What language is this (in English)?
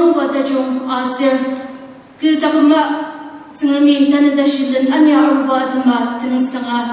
Ao Naga